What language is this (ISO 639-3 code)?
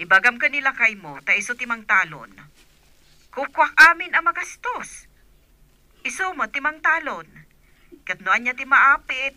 ilo